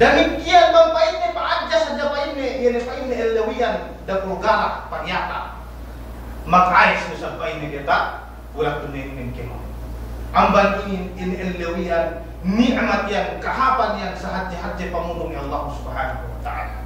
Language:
Yakan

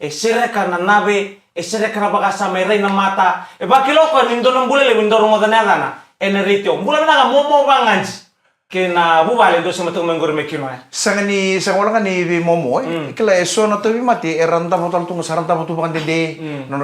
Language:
Fijian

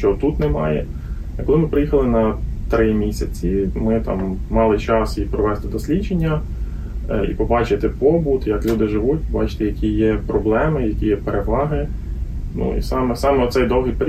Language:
Ukrainian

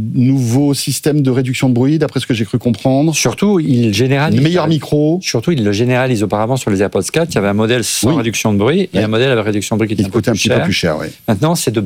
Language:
French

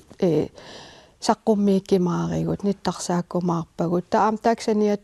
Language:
Kalaallisut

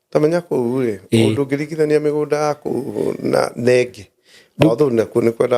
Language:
Kikuyu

